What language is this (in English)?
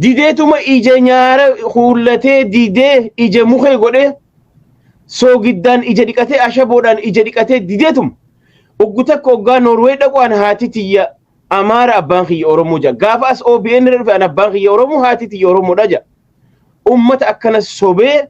Oromo